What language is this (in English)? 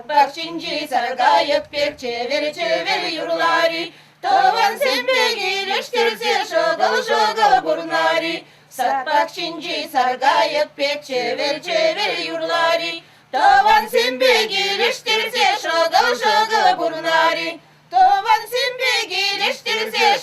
Chuvash